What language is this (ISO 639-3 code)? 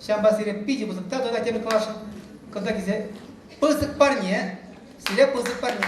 chv